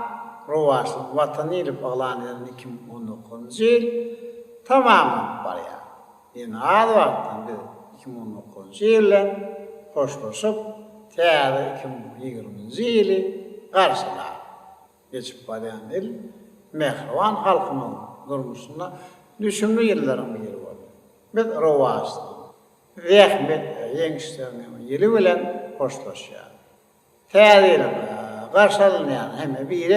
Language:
Turkmen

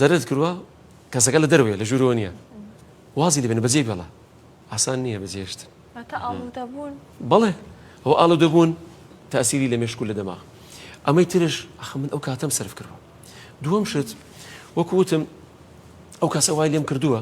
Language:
Central Kurdish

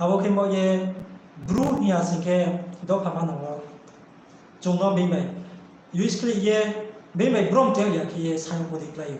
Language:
Riang (India)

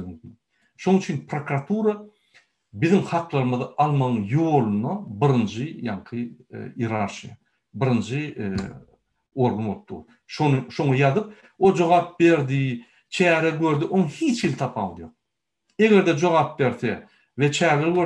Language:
Turkmen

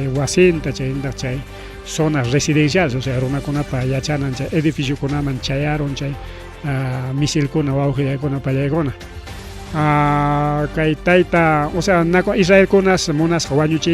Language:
Ayacucho Quechua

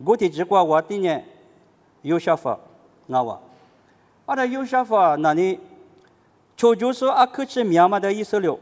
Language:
Lisu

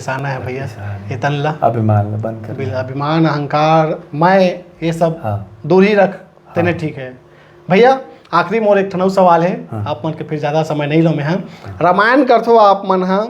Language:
Chhattisgarhi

